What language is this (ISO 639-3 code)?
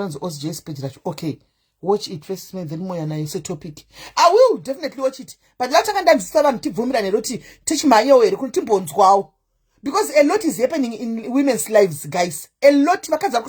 sna